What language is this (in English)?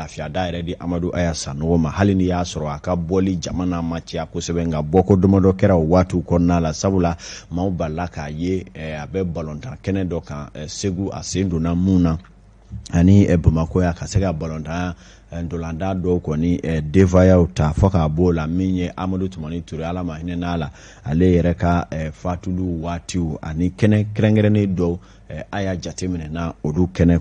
Bambara